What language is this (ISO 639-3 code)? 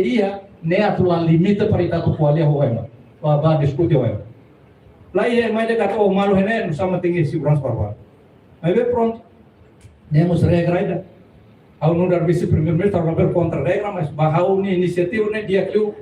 tet